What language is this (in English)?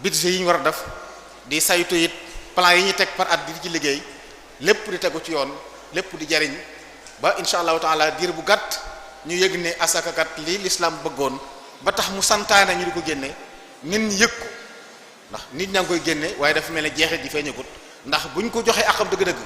Wolof